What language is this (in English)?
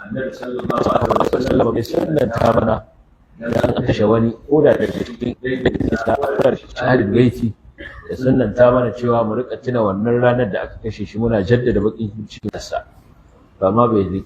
Hausa